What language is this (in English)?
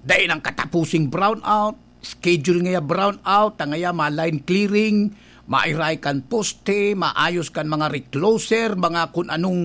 Bikol